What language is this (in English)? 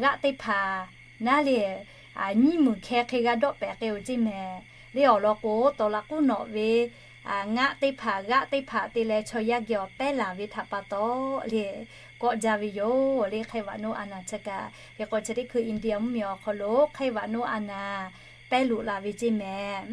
Lahu